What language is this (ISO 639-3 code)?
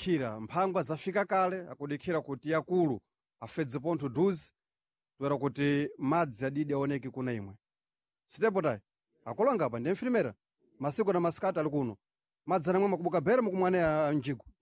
seh